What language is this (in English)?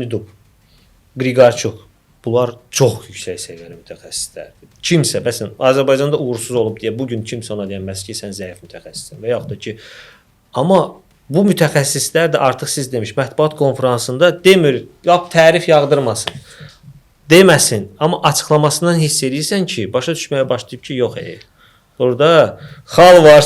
Azerbaijani